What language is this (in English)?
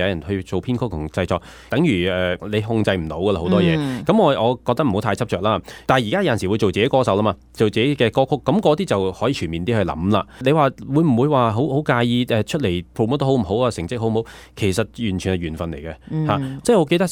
Cantonese